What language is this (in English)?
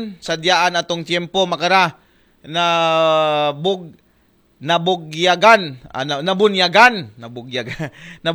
Aklanon